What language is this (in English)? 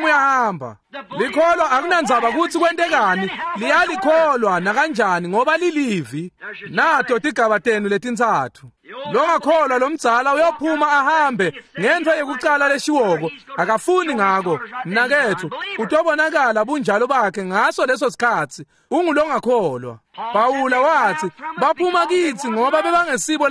Swati